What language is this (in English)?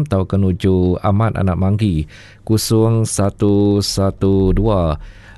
Iban